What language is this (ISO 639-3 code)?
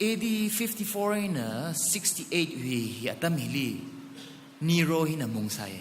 nmf